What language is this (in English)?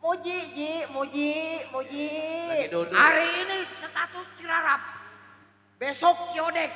Betawi